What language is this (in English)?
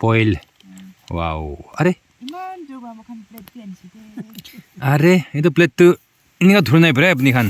Naga Pidgin